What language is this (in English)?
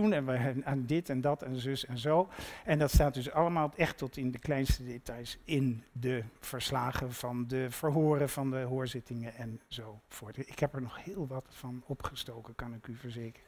Dutch